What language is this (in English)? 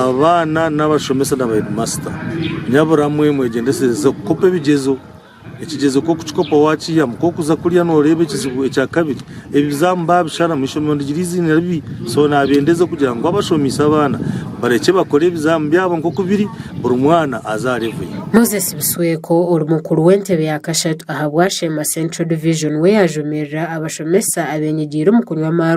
Nyankole